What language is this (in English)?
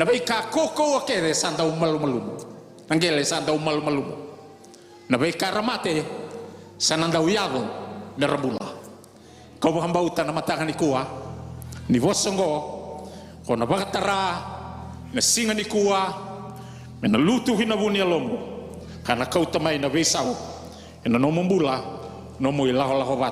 Fijian